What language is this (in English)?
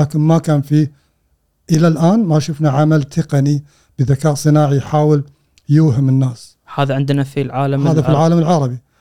Gulf Arabic